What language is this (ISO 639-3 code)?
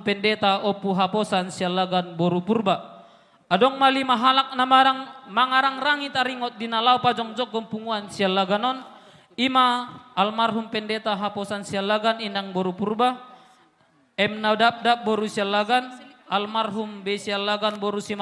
bbc